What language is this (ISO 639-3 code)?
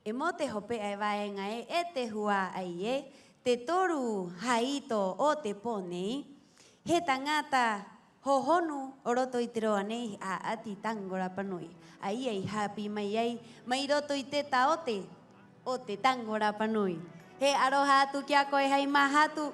rap